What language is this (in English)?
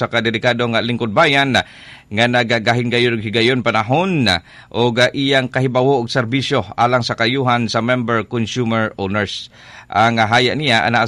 Cebuano